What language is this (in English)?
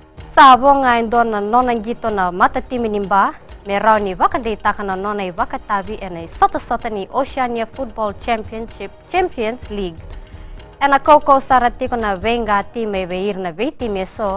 Fijian